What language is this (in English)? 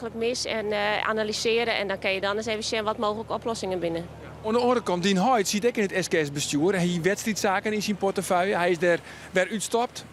Western Frisian